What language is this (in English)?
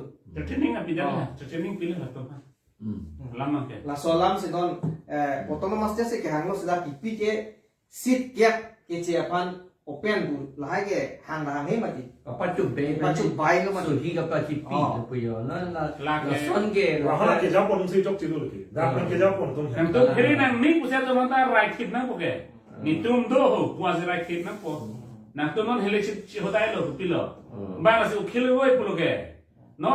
Karbi